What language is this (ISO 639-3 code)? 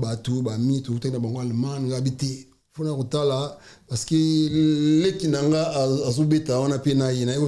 lin